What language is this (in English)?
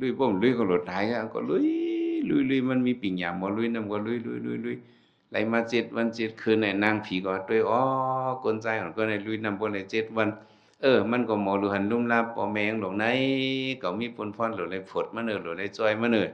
Shan